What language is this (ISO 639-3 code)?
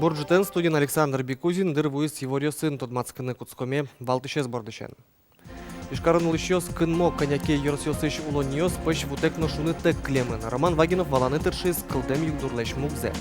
udm